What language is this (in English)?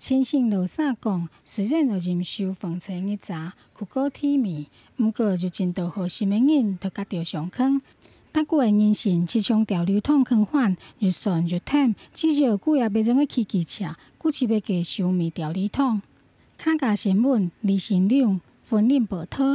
Hakka Chinese